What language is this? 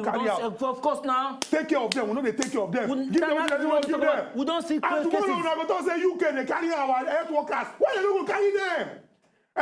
Nigerian Pidgin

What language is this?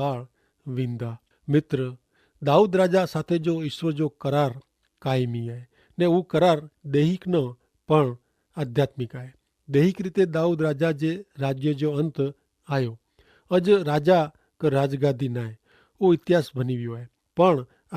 Kachhi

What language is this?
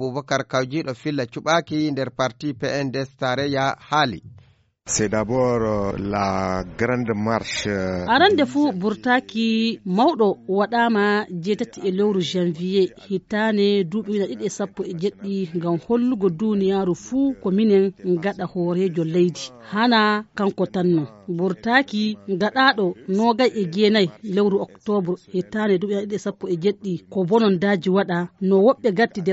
Fula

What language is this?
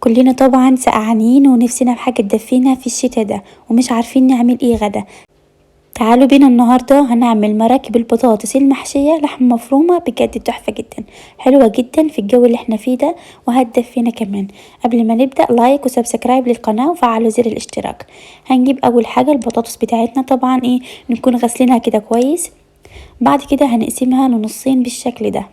Egyptian Arabic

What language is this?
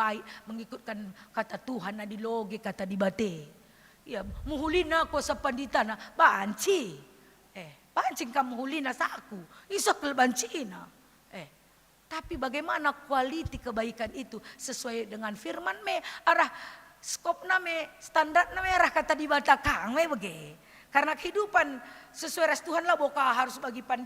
Batak Karo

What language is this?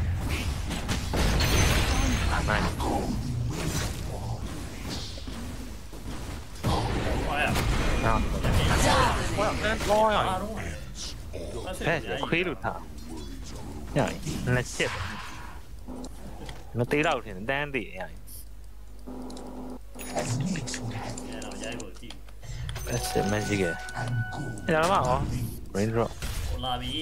Burmese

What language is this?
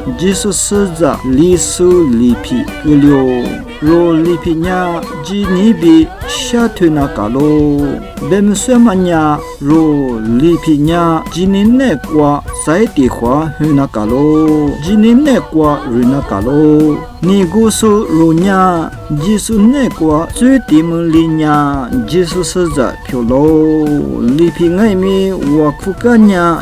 Lisu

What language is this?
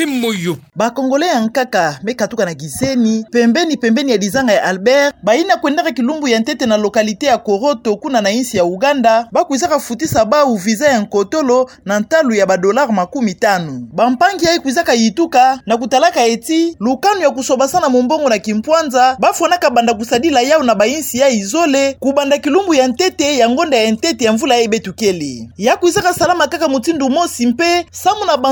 Kituba (Democratic Republic of Congo)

